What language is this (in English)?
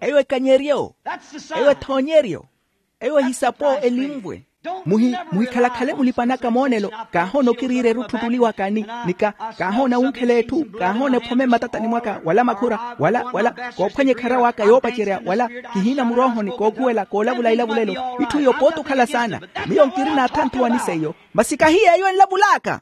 Makhuwa